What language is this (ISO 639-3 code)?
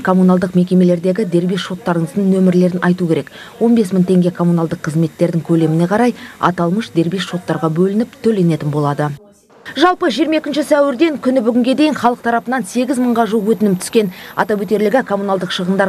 kaz